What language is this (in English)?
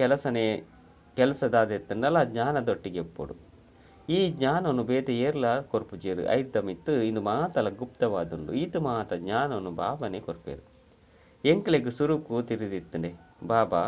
Tulu